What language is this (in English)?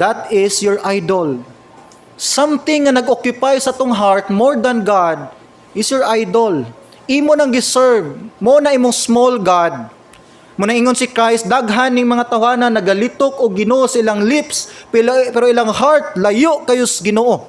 Cebuano